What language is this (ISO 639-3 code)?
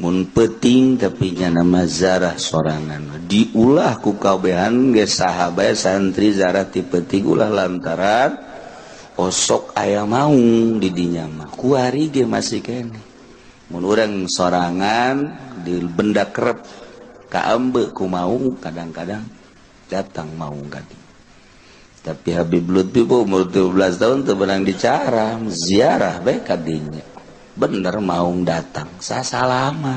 sun